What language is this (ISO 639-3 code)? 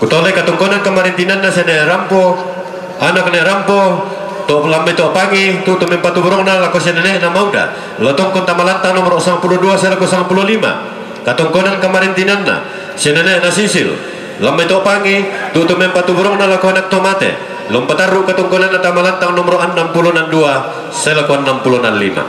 sda